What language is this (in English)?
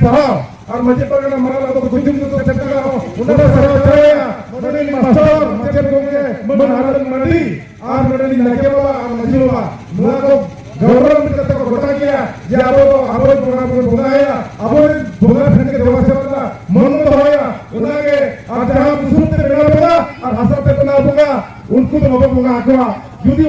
Santali